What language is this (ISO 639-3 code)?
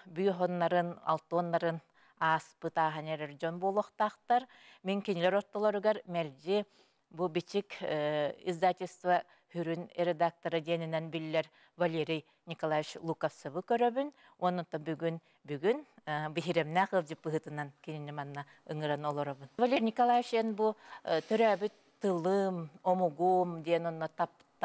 sah